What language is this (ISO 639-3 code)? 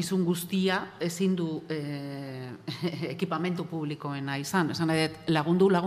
eus